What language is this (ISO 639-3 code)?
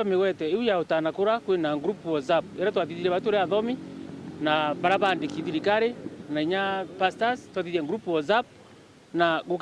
mer